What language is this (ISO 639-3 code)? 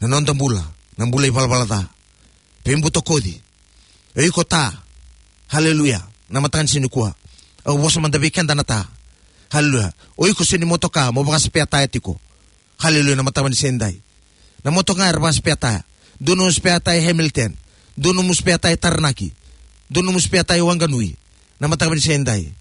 fij